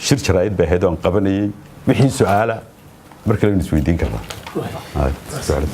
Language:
Somali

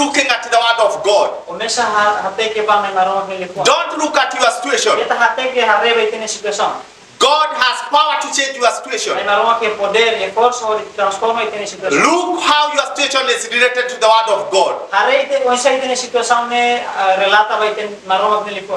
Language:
Tetum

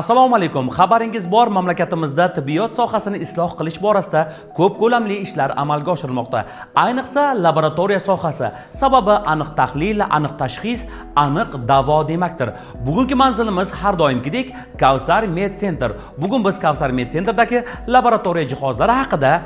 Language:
Uzbek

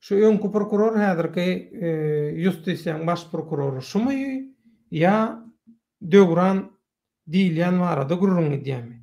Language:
Turkmen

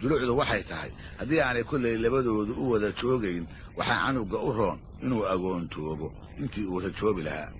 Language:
Somali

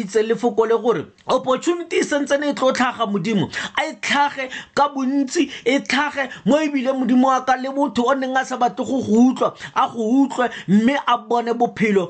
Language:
Tswana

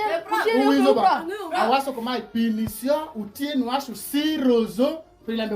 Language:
Alur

